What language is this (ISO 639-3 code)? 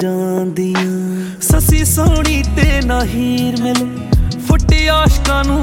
pan